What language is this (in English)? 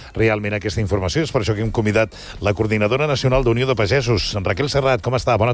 Catalan